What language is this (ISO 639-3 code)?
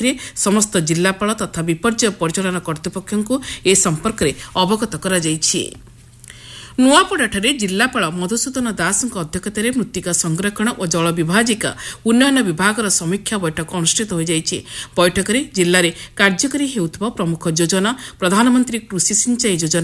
ori